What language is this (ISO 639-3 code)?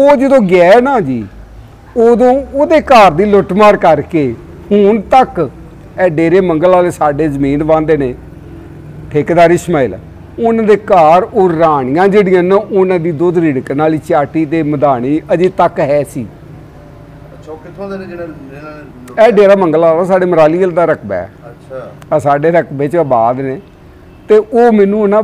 pan